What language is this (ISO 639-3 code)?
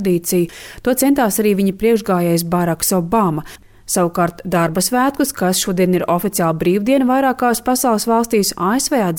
lav